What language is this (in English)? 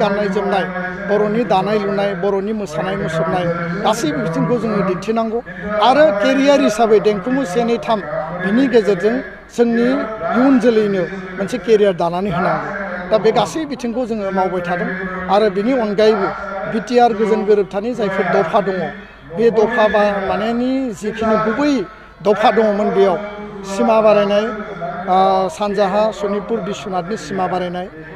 Bodo